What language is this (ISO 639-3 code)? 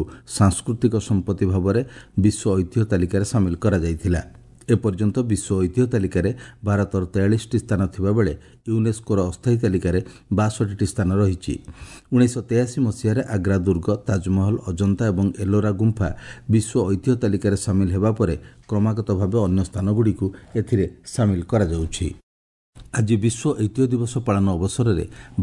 ori